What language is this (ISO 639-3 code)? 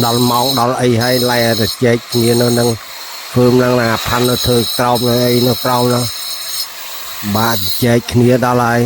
khm